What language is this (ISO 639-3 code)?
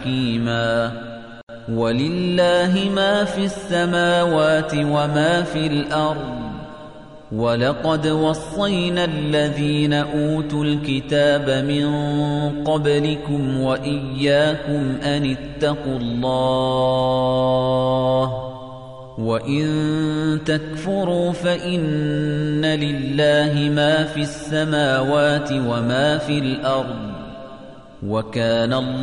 ara